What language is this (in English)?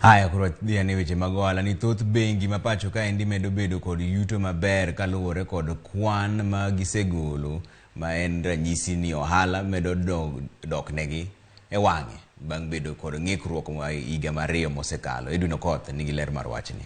Luo (Kenya and Tanzania)